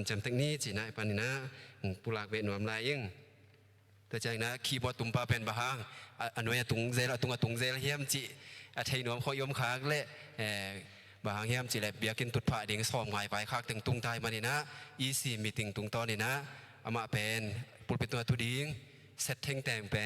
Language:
Tedim Chin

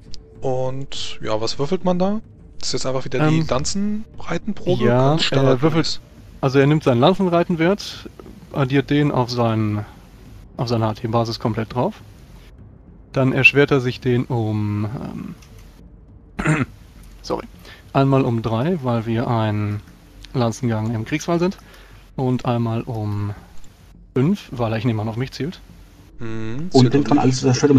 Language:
German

